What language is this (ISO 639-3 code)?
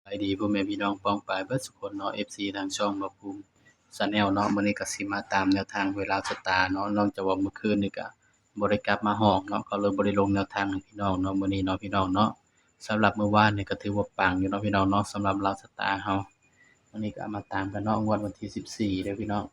tts